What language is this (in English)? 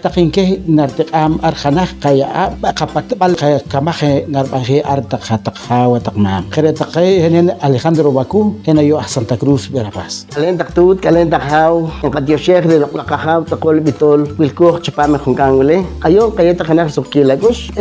Poqomchi'